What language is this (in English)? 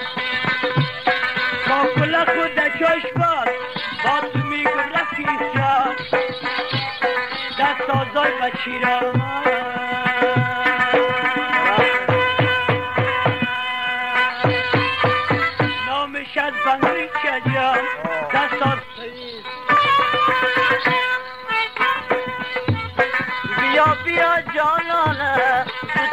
Persian